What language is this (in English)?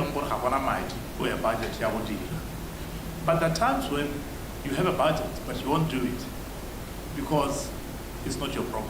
Tswana